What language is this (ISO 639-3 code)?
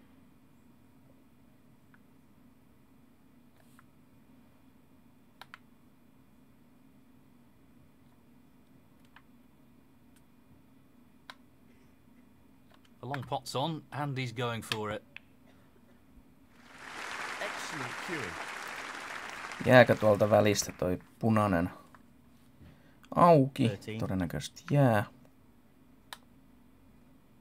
fin